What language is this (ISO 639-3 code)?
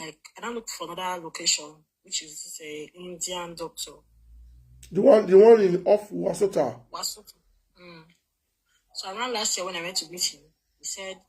pcm